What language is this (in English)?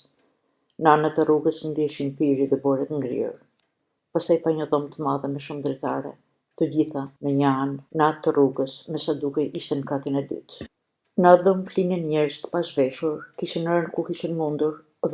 Albanian